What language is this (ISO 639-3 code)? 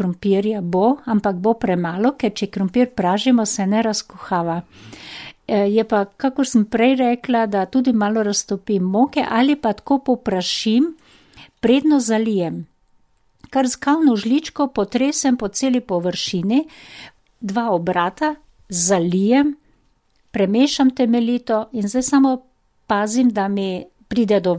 slv